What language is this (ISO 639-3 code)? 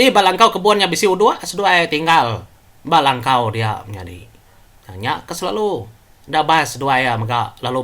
iba